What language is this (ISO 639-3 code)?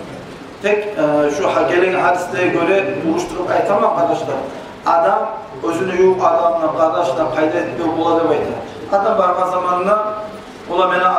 kum